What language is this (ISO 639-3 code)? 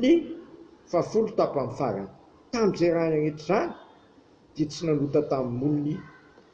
mlg